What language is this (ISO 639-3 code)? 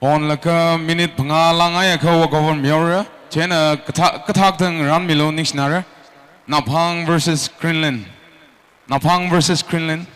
nmf